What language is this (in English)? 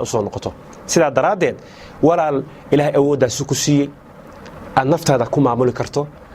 Somali